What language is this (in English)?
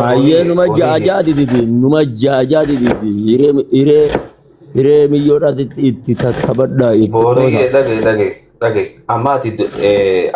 Oromo